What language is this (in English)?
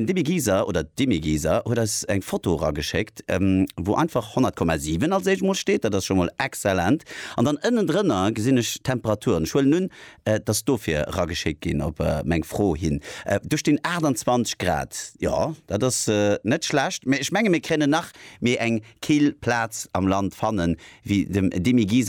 Luxembourgish